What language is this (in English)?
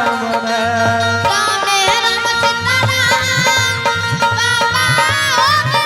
Angika